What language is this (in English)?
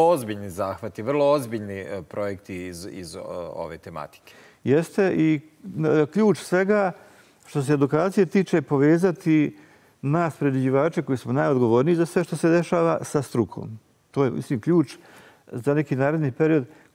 Bosnian